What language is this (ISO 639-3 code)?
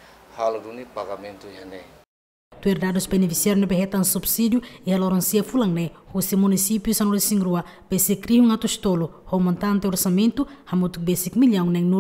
tet